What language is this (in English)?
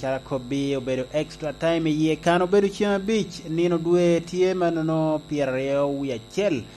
Lango (Uganda)